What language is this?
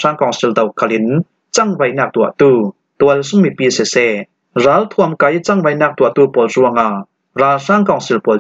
Falam Chin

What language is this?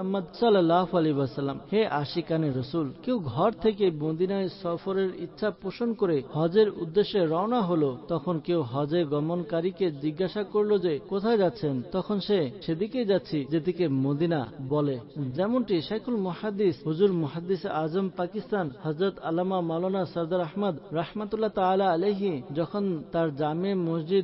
Bangla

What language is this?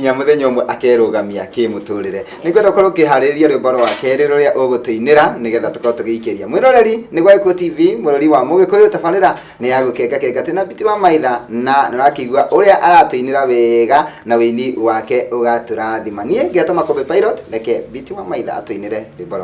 Kikuyu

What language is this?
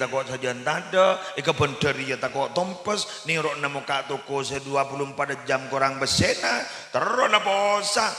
Madurese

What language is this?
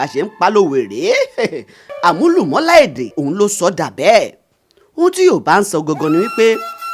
Yoruba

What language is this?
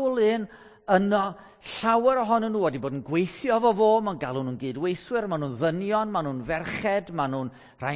Welsh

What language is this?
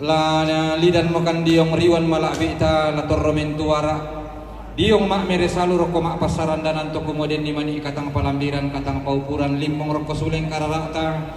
Toraja-Sa'dan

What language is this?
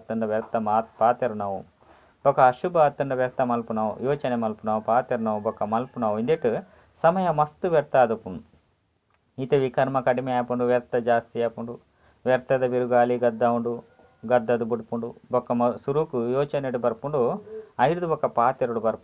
Tulu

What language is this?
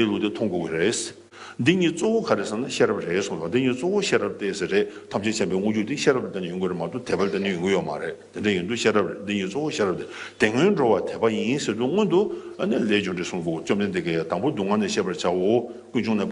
Tibetan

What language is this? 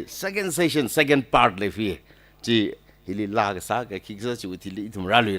Tangkhul Naga (India)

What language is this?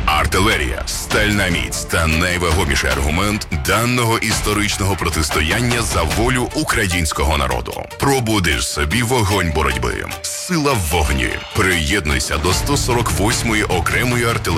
Ukrainian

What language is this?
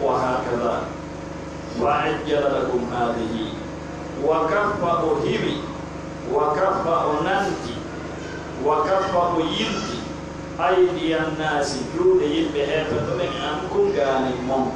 Pular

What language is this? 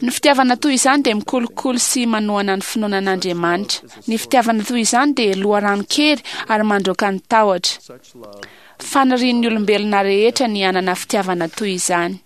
Malagasy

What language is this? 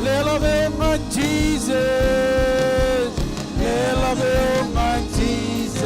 Marshallese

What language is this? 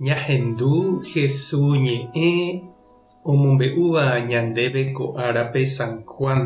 Guarani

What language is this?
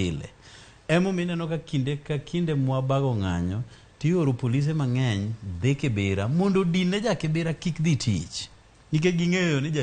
Luo (Kenya and Tanzania)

